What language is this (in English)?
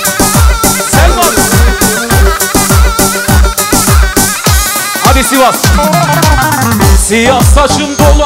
Turkish